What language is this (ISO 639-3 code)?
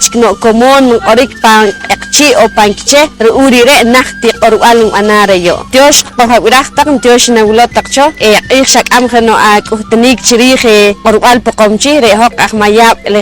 poh